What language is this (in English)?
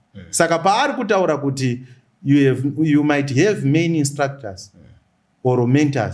Shona